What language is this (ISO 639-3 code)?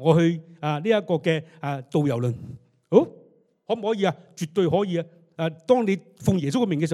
yue